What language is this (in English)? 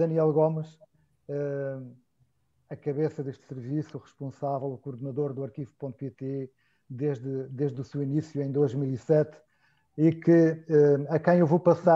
Portuguese